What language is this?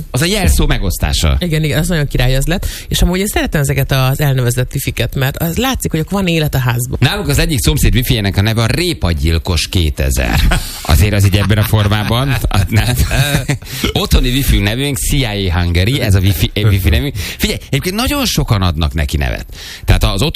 Hungarian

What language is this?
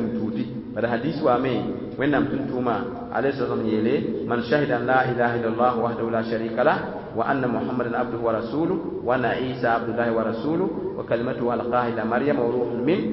Mossi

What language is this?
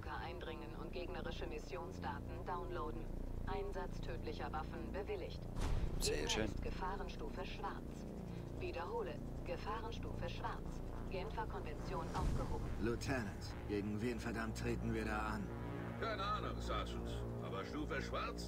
Swiss German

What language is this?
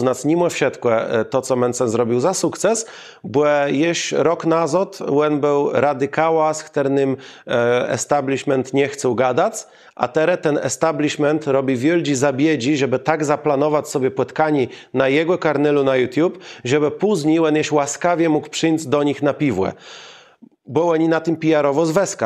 Kashubian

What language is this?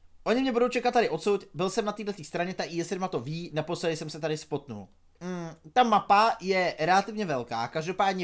Czech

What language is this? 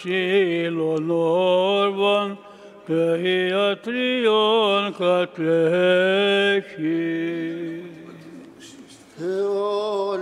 Greek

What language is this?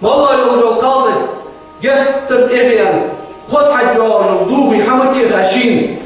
Ingush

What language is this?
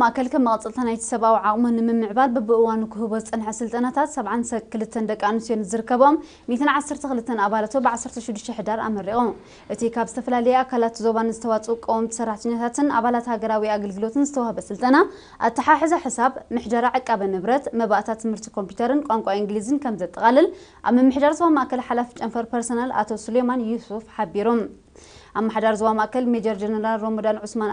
Tigrinya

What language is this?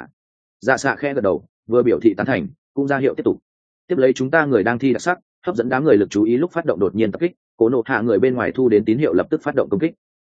Vietnamese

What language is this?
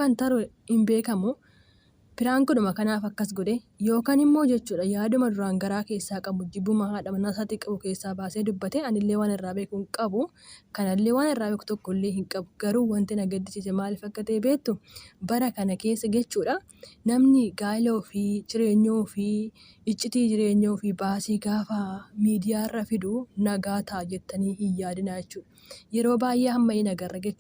Oromo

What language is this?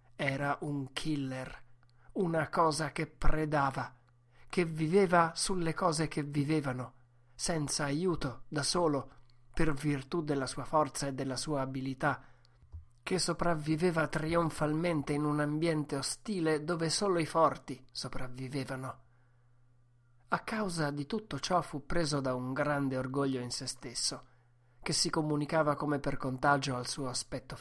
Italian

